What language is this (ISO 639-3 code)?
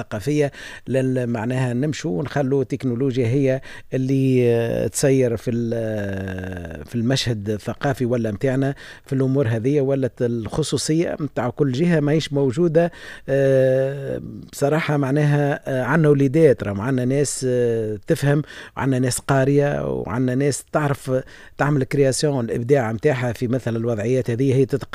aeb